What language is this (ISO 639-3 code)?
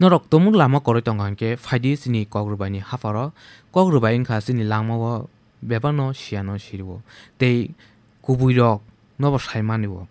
trp